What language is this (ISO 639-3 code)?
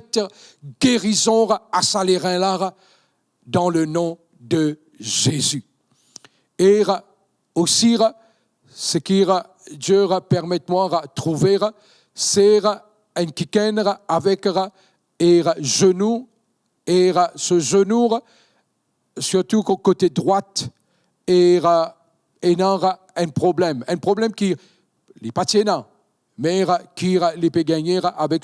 mfe